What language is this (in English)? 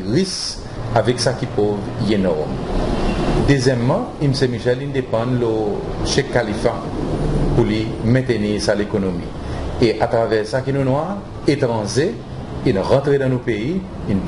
Seselwa Creole French